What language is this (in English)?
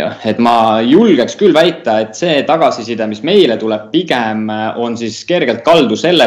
Estonian